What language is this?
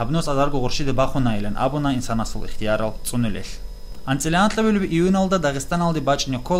Avaric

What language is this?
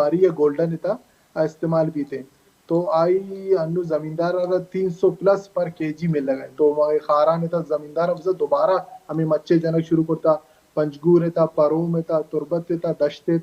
Baluchi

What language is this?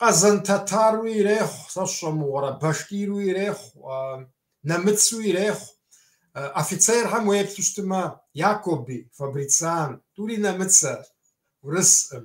Kabardian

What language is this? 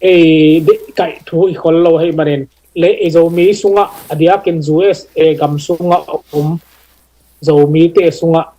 Tedim Chin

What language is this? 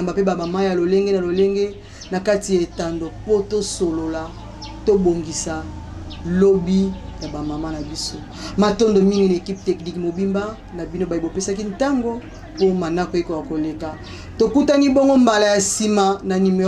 Lingala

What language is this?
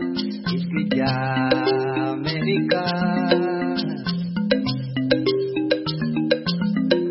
Kinyarwanda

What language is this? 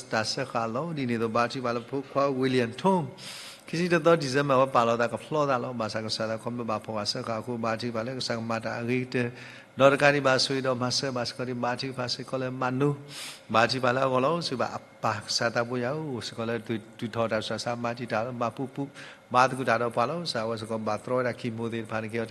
S'gaw Karen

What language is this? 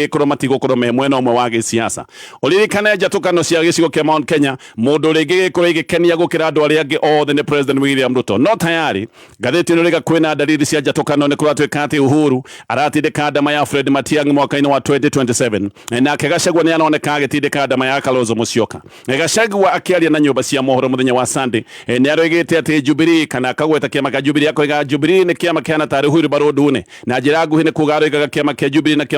Kikuyu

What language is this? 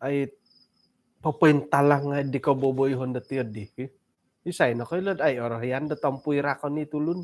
Central Dusun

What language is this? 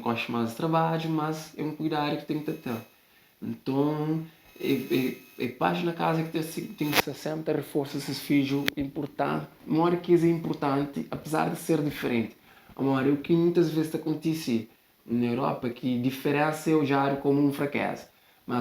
Kabuverdianu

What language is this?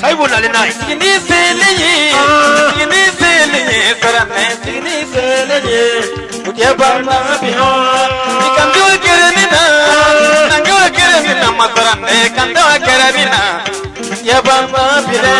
Bambara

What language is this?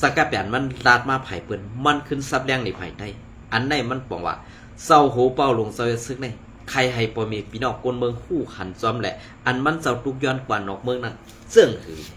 Shan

